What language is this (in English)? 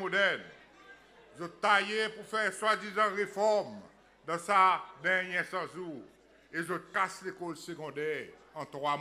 Seselwa Creole French